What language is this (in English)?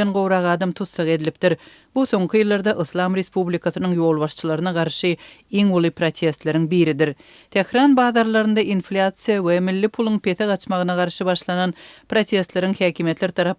Turkmen